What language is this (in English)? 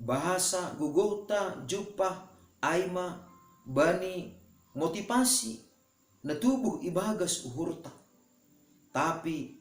Batak Simalungun